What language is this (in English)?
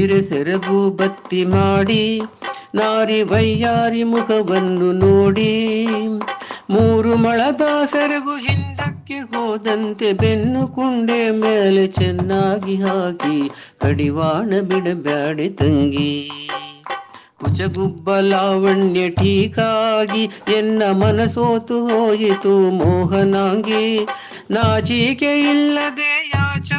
Kannada